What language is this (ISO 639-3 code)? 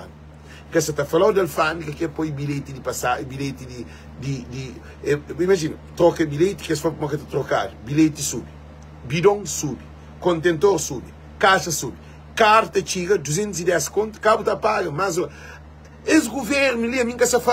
kea